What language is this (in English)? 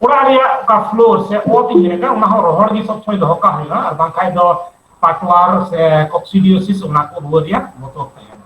Santali